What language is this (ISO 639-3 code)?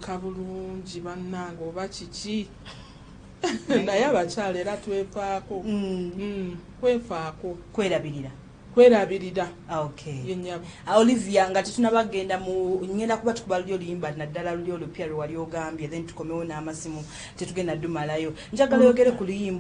lug